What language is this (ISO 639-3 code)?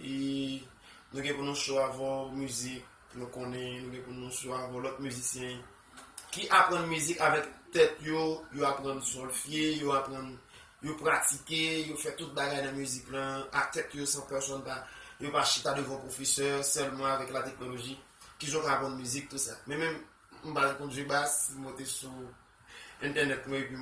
hat